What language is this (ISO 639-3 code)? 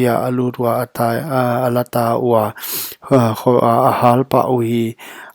pck